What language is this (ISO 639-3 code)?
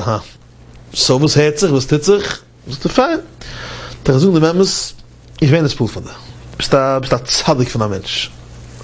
yid